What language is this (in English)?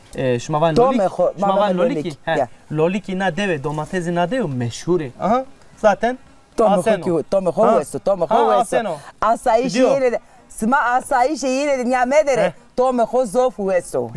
Zaza